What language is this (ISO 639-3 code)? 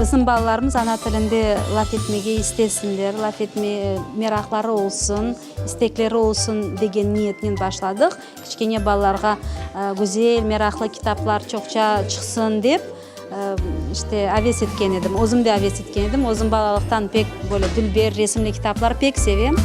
crh